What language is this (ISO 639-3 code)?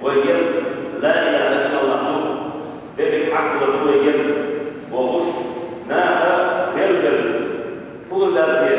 che